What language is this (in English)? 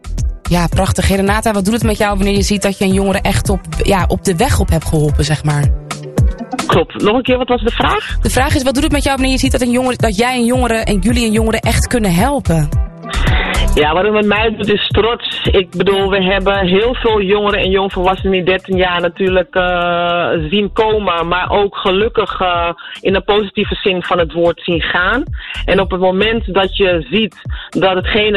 Dutch